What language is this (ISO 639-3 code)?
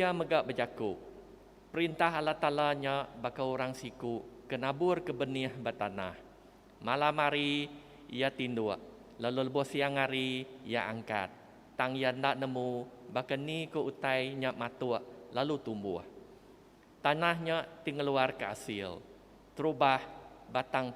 iba